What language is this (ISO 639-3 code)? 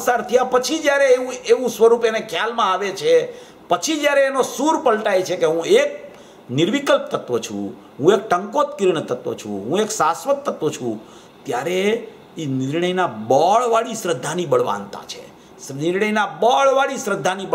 guj